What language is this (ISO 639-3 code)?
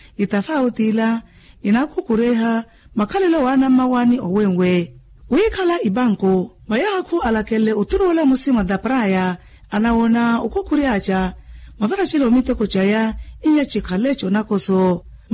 vmw